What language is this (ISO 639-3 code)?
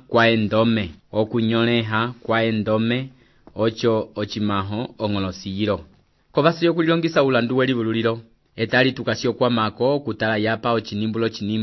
umb